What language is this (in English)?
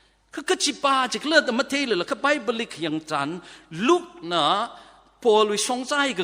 Tangkhul Naga (India)